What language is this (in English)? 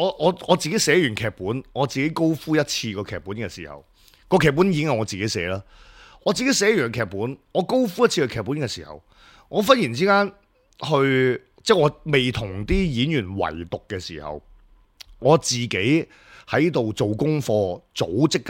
Cantonese